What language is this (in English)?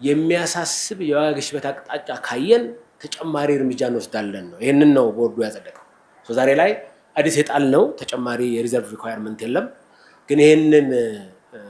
Amharic